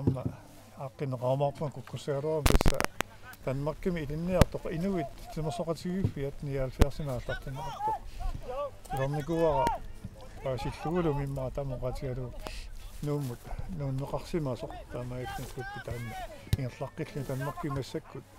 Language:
Kalaallisut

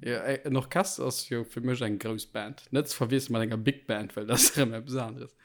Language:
Luxembourgish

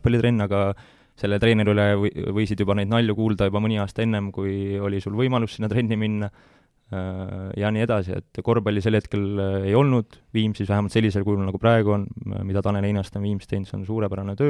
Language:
Estonian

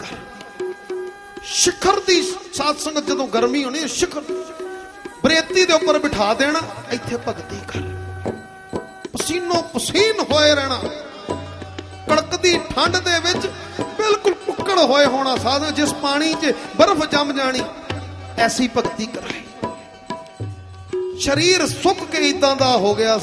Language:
Punjabi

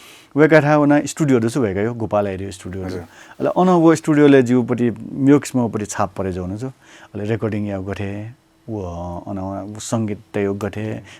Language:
Newari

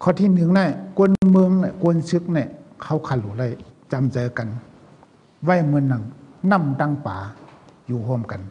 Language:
Shan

